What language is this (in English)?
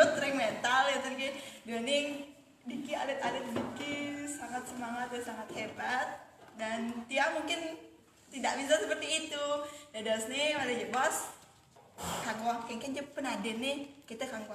Balinese